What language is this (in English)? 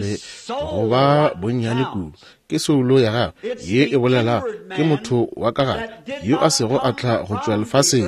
Northern Sotho